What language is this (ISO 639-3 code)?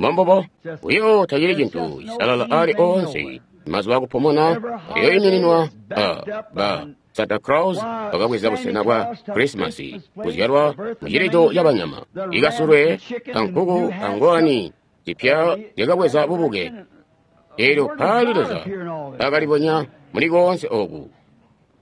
toi